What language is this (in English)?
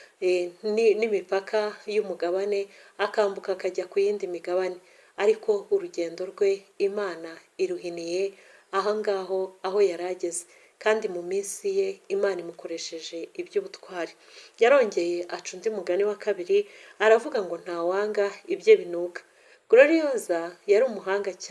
Kinyarwanda